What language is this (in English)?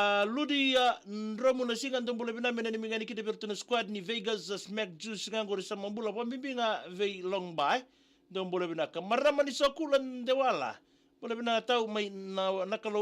Fijian